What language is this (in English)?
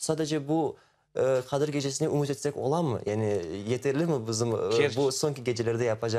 Crimean Tatar